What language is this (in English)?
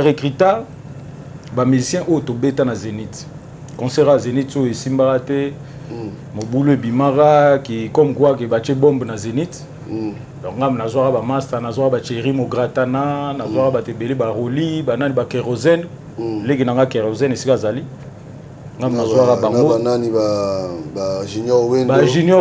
Lingala